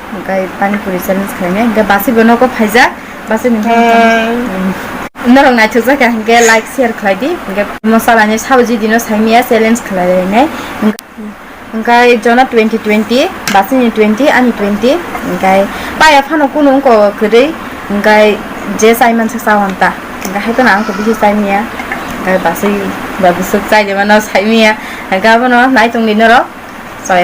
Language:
Kok Borok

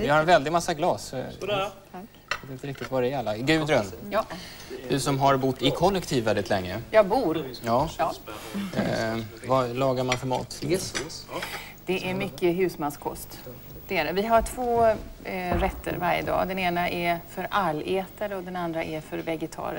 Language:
Swedish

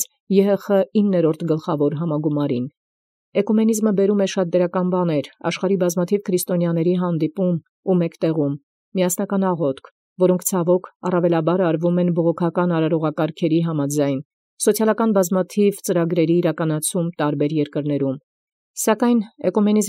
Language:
Armenian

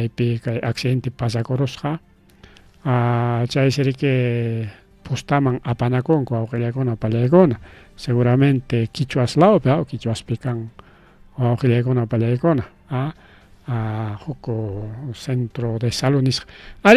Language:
Ayacucho Quechua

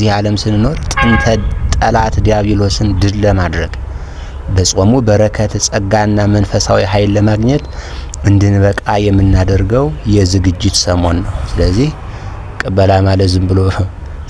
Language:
Amharic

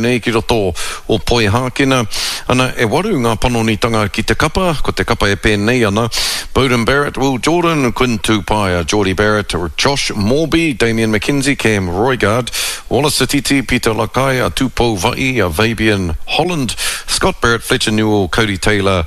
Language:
Māori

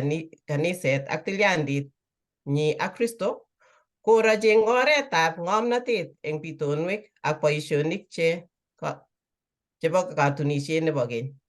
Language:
Kalenjin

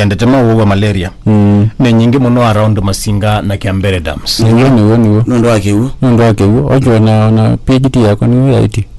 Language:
Kamba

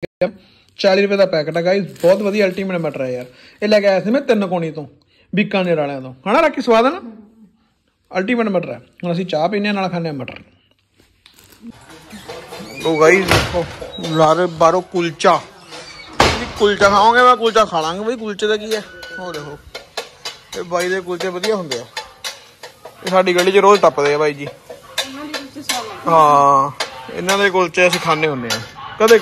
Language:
Punjabi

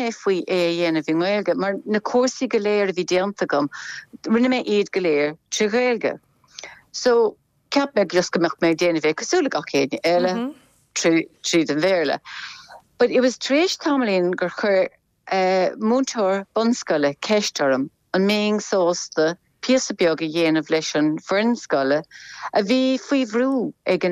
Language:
Irish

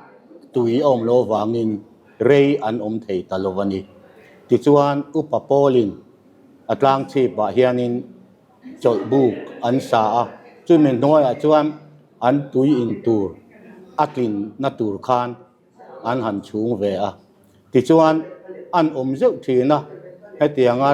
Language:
Mizo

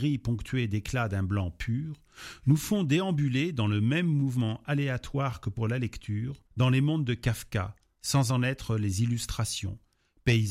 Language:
French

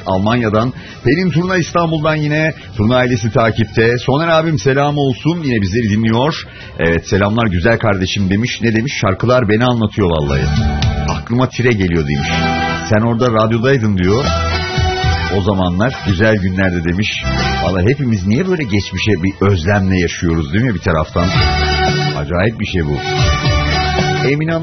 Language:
Turkish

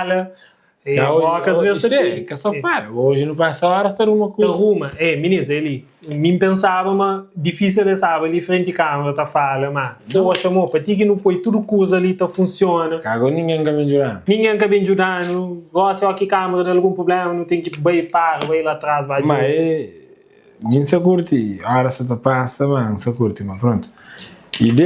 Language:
Kabuverdianu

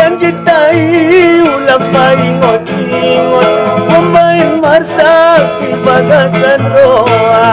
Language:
Batak Angkola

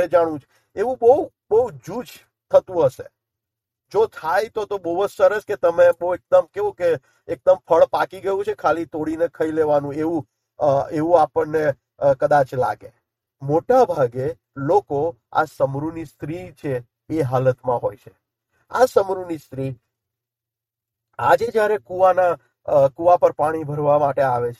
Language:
Gujarati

